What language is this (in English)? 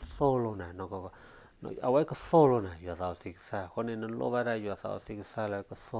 S'gaw Karen